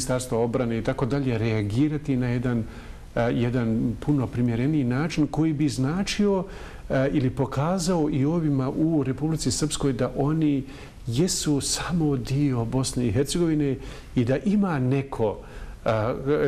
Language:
Bosnian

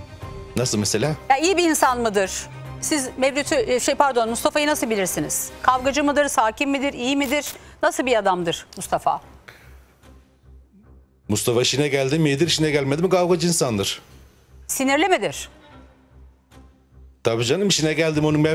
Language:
Turkish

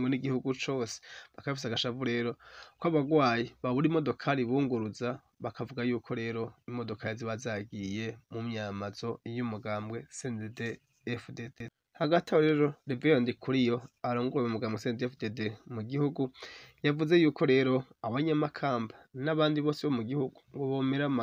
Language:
Rundi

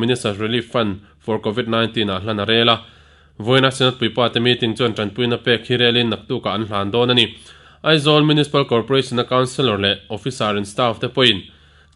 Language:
Mizo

